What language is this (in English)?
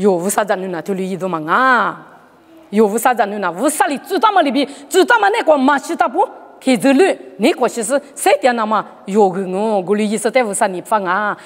Lisu